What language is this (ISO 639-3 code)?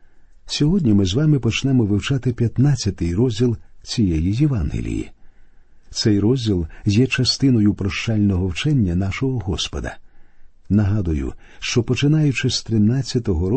ukr